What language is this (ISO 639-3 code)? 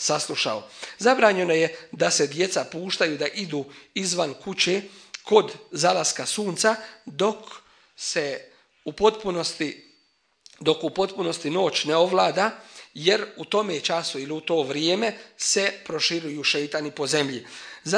bos